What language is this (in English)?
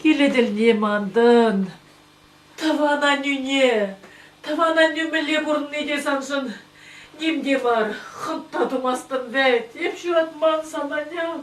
Chuvash